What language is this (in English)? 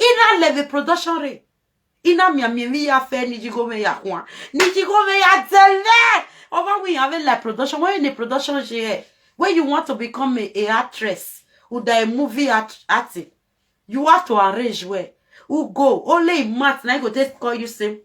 Nigerian Pidgin